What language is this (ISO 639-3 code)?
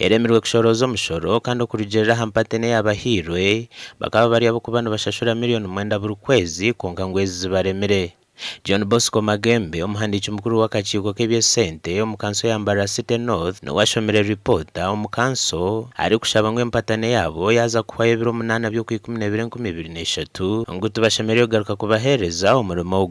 nyn